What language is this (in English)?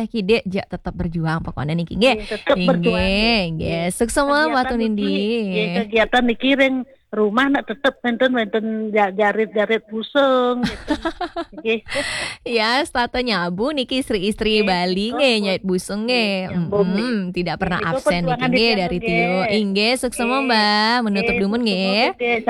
Balinese